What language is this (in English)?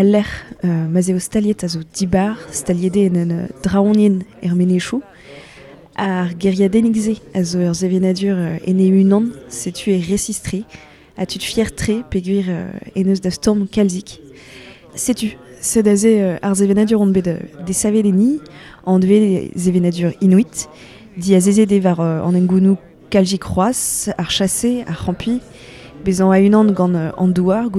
Breton